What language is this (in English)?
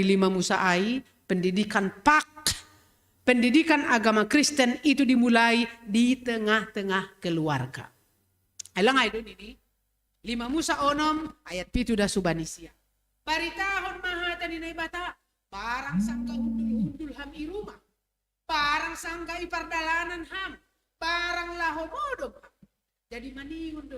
Batak Simalungun